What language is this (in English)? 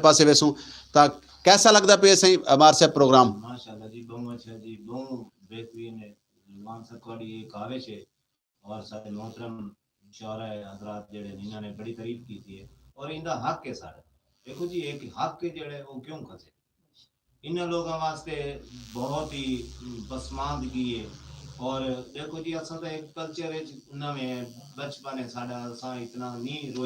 Saraiki